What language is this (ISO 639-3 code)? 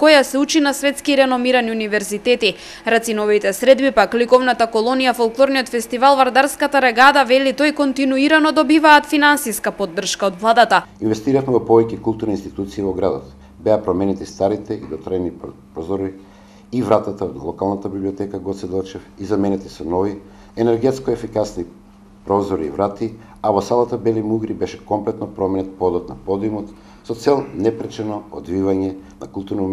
mkd